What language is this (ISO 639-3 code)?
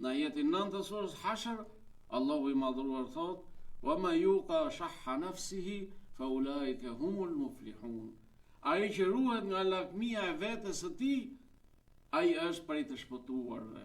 sqi